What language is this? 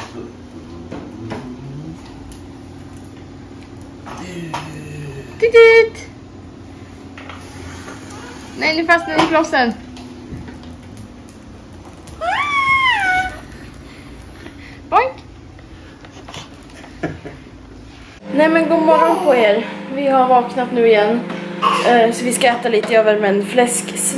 Swedish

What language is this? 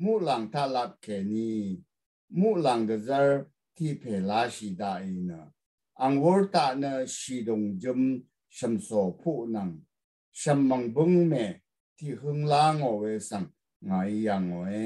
Rawang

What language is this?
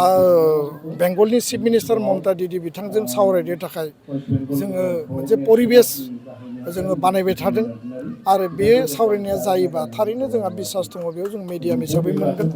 Bodo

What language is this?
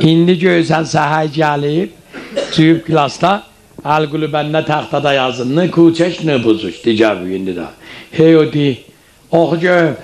South Azerbaijani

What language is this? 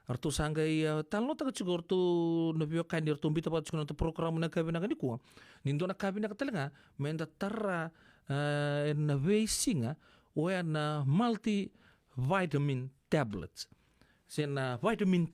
Fijian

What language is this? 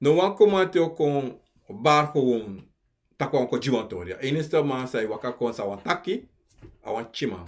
Sranan Tongo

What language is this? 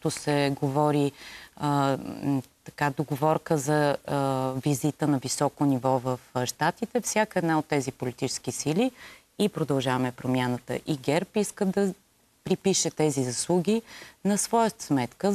Bulgarian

